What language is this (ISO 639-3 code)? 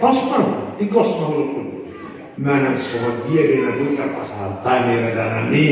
bbc